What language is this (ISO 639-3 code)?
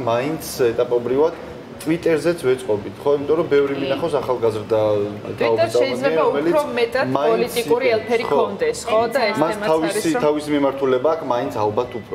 kat